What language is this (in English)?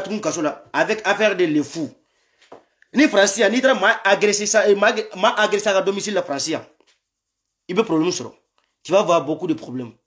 French